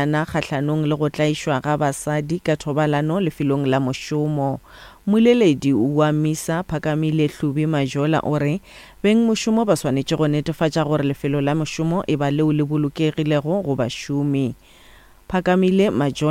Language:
Northern Sotho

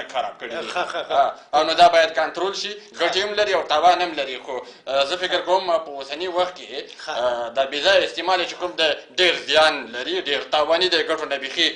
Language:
Pashto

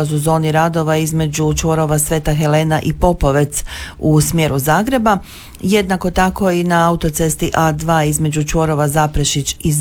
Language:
Croatian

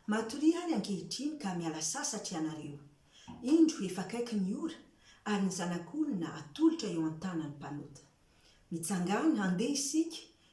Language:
Malagasy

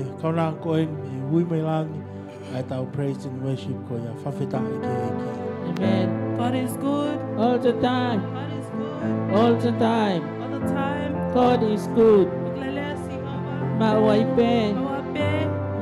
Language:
Tongan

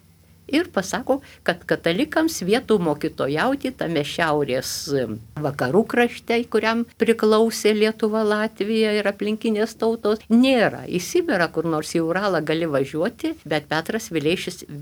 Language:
Lithuanian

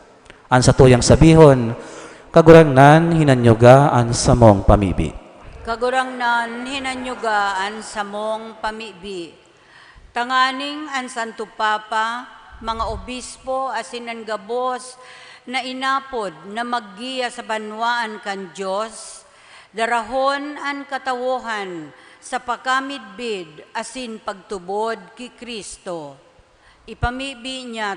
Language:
Bikol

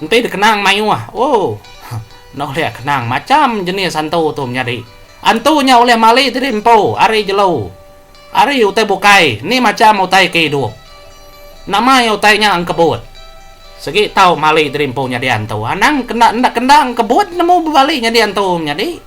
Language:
Iban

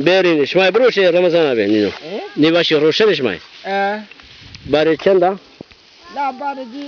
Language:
Zaza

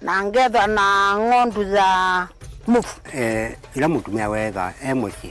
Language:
Kamba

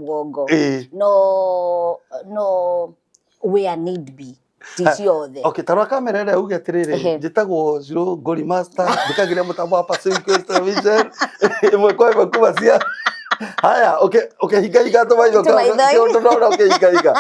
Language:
Kikuyu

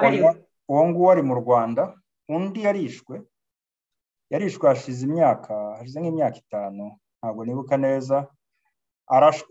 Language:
Kinyarwanda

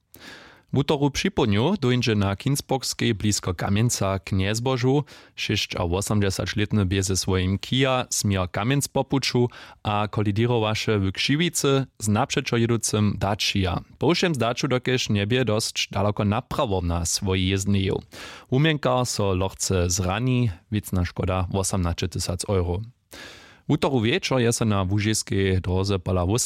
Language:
Upper Sorbian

